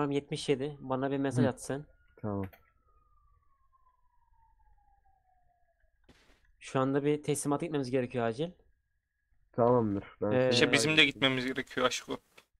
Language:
Turkish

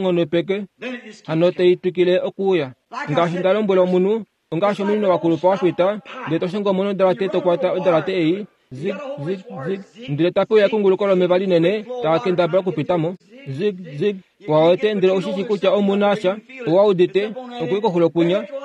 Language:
Kuanyama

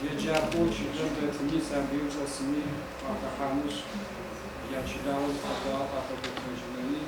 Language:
Adyghe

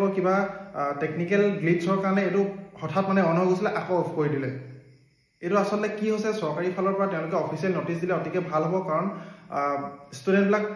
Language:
Assamese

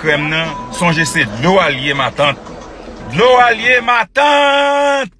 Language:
Haitian Creole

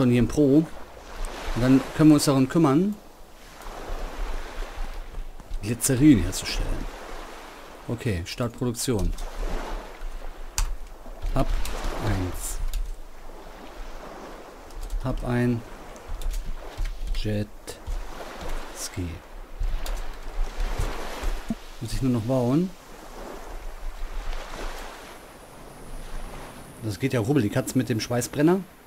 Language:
German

